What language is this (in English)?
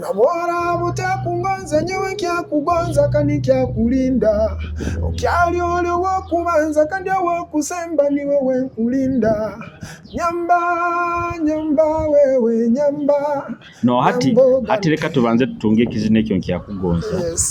Nyoro